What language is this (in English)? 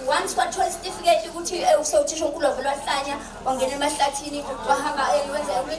Zulu